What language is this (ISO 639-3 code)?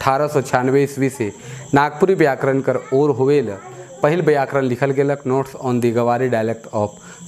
sck